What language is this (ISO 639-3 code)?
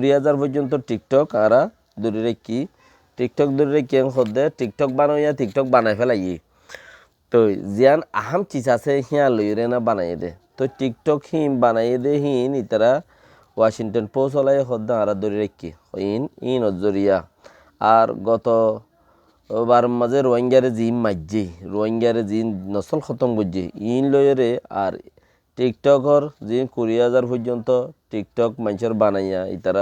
rhg